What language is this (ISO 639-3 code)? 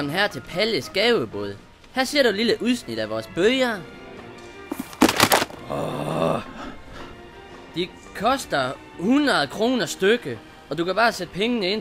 dan